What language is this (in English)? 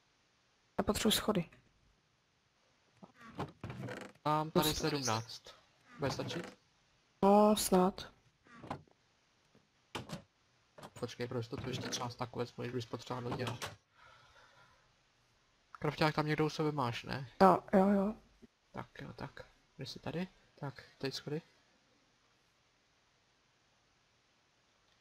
Czech